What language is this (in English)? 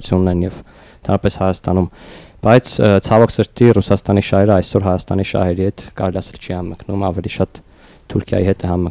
Armenian